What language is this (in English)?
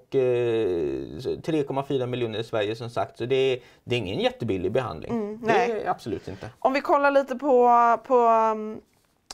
Swedish